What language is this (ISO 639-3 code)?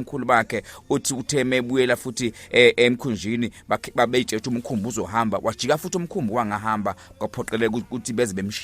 zul